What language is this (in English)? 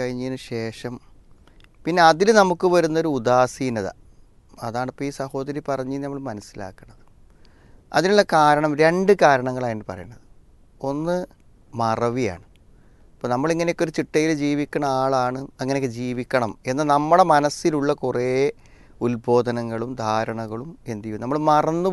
Malayalam